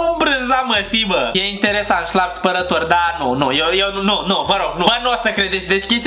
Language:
Romanian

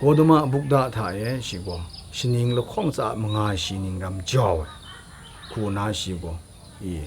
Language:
Kachin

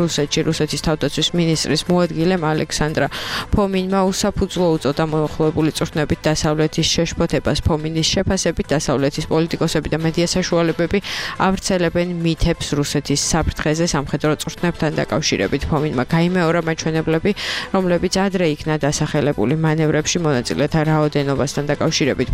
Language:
Georgian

